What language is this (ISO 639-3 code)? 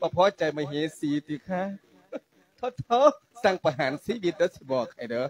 lao